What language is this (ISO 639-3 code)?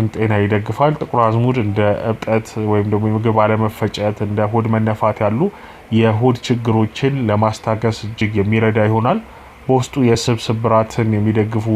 amh